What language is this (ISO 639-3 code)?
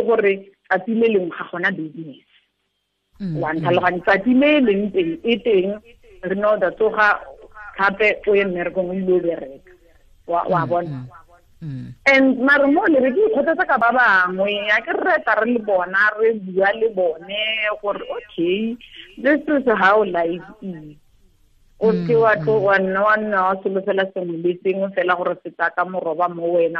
tsn